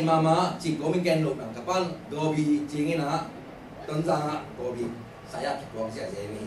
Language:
Tedim Chin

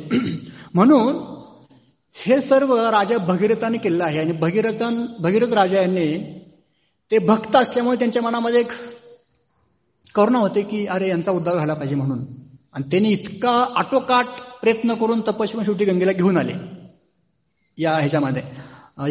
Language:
Marathi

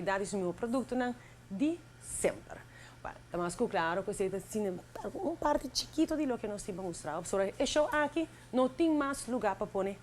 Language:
Papiamento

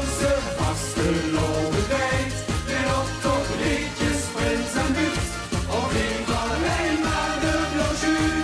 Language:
Limburgish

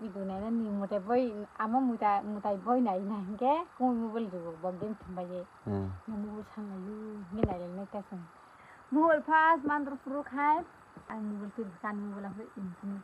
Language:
Kok Borok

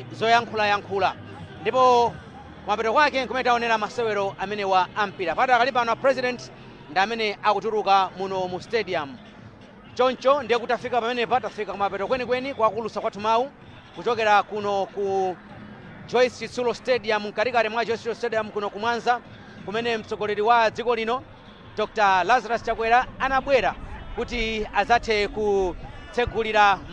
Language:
Nyanja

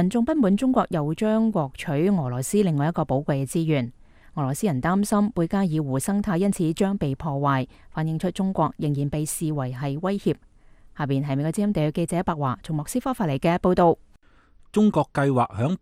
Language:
Cantonese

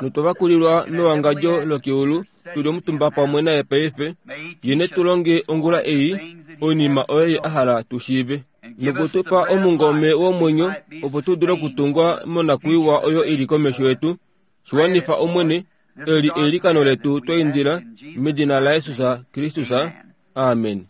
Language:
Kuanyama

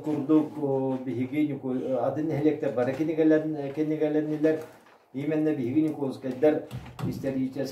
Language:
Yakut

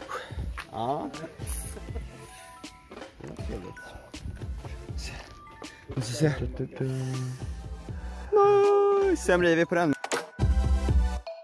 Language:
Swedish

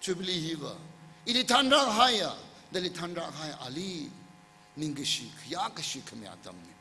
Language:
Tangkhul Naga (India)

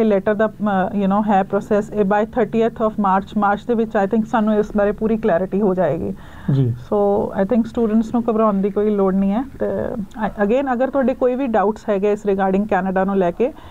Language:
Punjabi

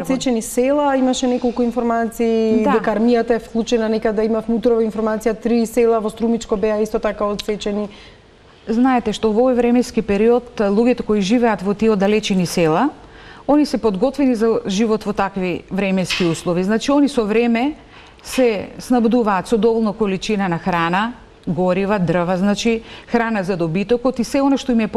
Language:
Macedonian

